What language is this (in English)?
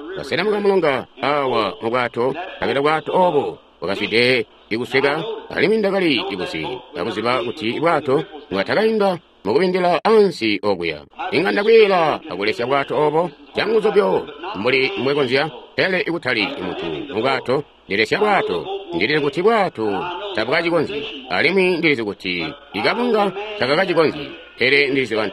Tonga (Zambia)